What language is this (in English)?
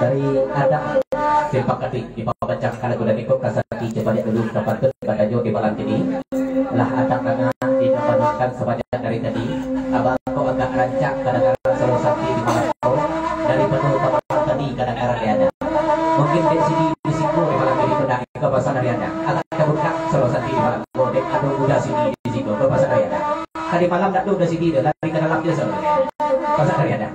Minangkabau